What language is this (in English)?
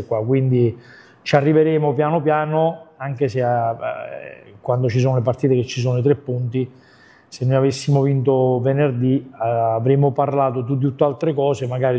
Italian